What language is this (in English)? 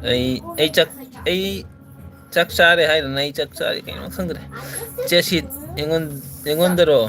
Manipuri